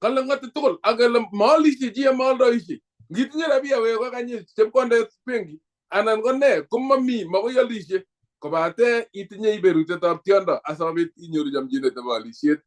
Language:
Kalenjin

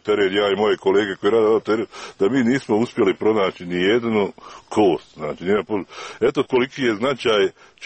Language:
Serbian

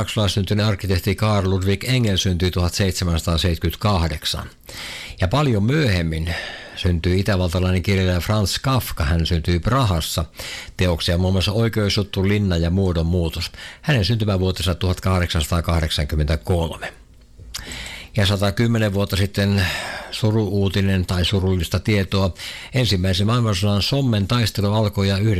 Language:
Finnish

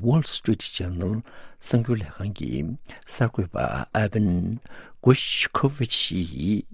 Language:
Tibetan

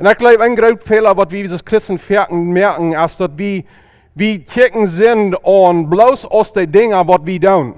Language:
Plautdietsch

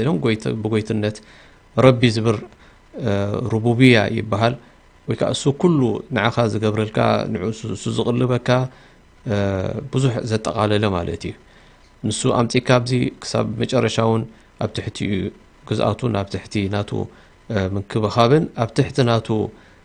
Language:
Tigrinya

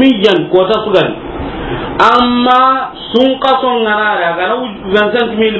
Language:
Soninke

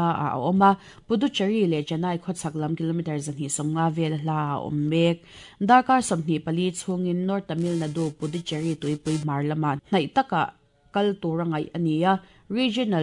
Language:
Mizo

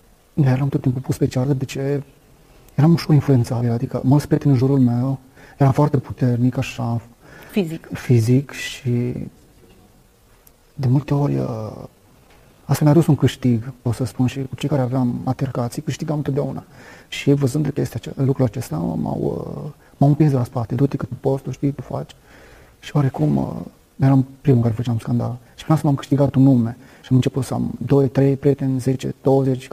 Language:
Romanian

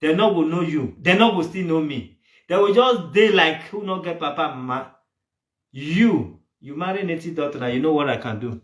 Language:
Nigerian Pidgin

